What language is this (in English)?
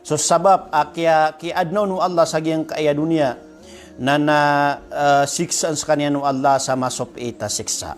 Maranao